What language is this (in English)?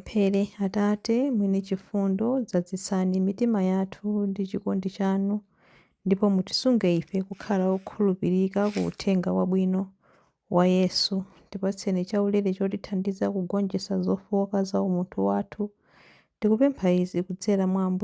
Nyanja